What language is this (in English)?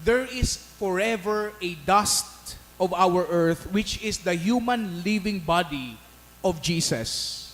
Bikol